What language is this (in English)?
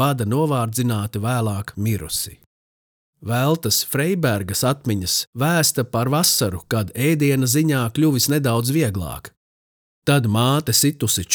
Latvian